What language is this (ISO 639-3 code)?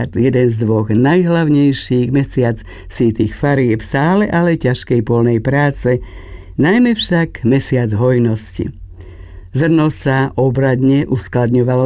slk